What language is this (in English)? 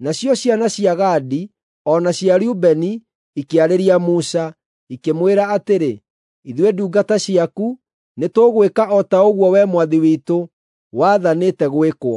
Kikuyu